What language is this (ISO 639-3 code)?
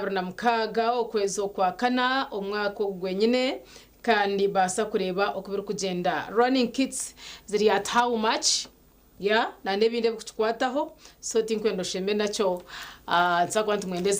nyn